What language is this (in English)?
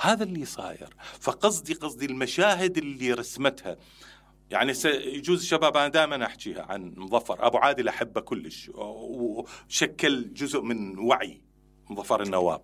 Mesopotamian Arabic